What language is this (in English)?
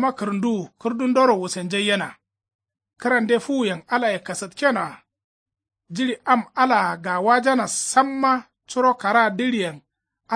Kanuri